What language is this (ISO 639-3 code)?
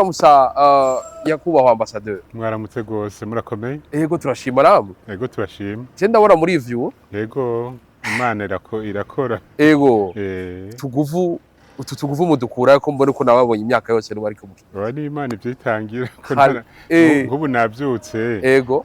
run